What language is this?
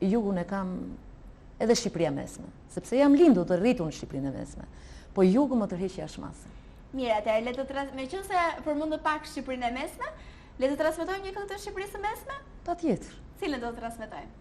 Albanian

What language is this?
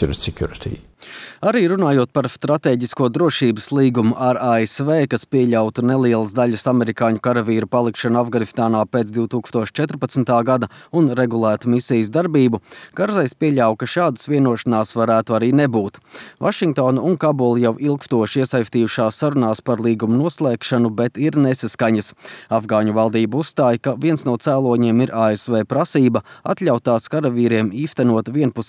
Latvian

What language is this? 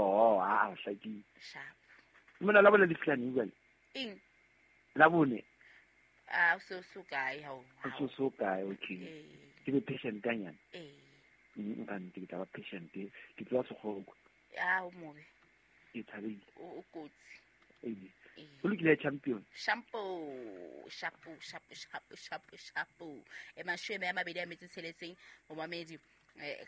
Southern Sotho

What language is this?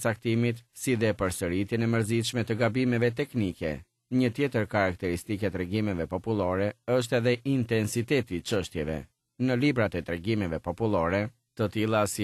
Albanian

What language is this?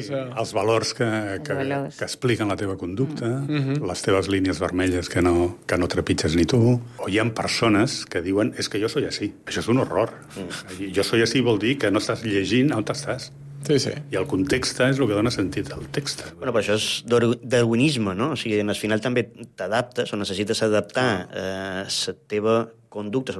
Catalan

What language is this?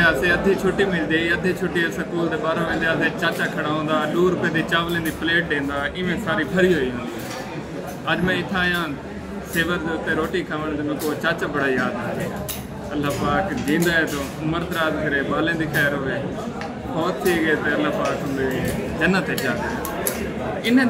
Saraiki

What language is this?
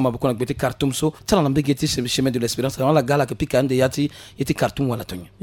Sango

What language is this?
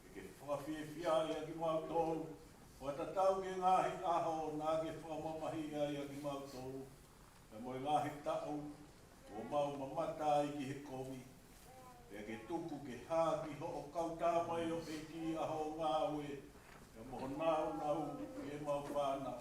Tongan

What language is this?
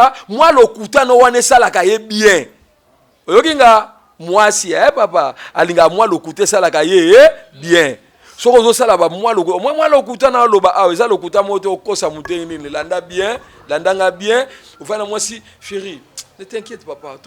Lingala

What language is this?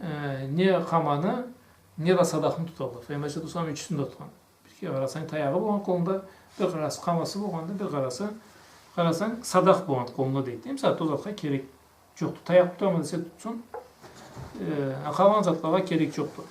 Karachay-Balkar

